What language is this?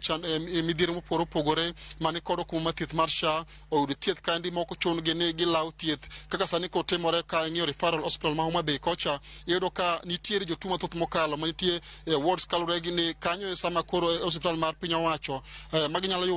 Luo (Kenya and Tanzania)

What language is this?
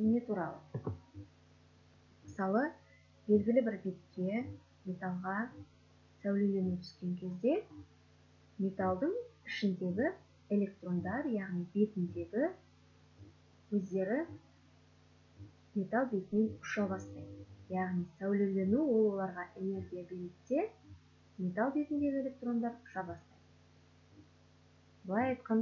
Kazakh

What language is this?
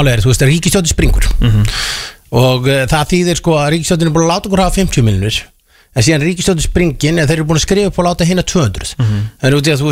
Icelandic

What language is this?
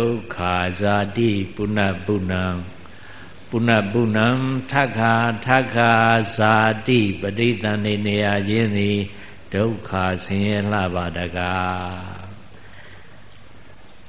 Burmese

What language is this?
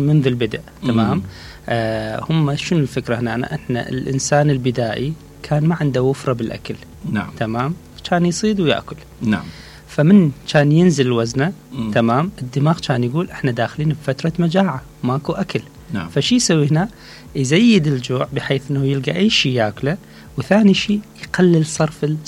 Mesopotamian Arabic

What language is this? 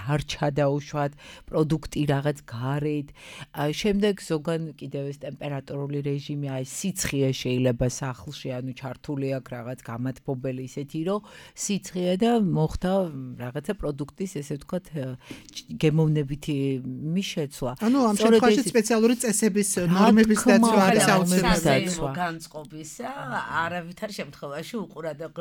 Georgian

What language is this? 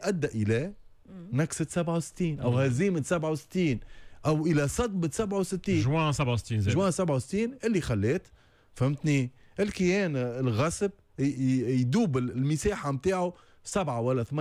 Tunisian Arabic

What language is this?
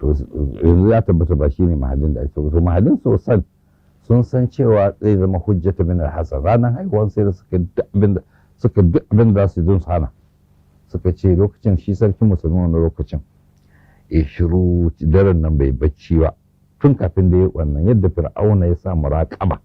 Hausa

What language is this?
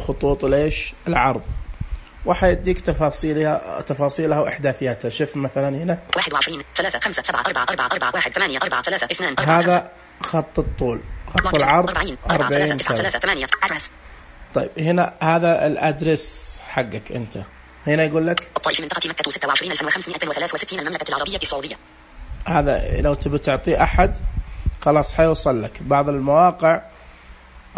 Najdi Arabic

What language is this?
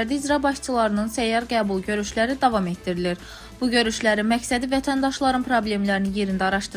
Azerbaijani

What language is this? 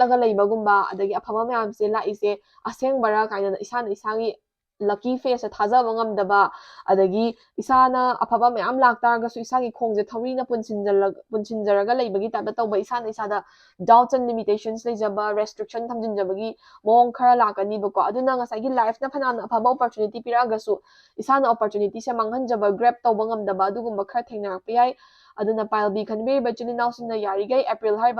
Manipuri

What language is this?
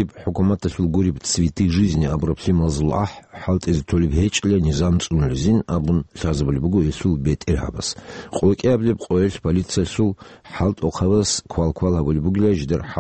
Avaric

